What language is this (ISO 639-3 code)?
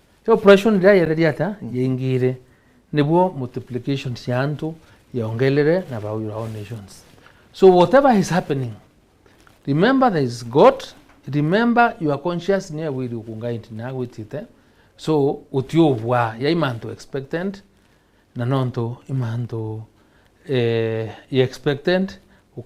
mer